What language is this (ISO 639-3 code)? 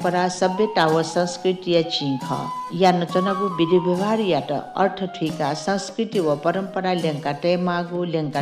new